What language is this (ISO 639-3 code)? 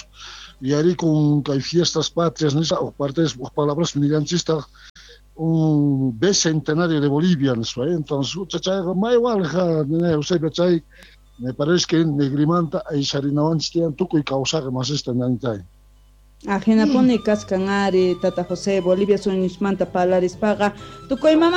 quh